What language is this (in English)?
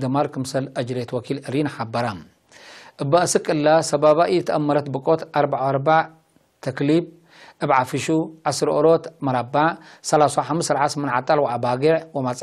Tigre